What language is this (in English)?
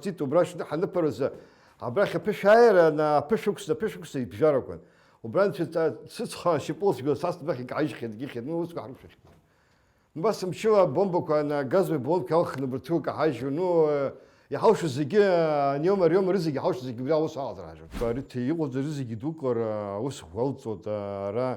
Abkhazian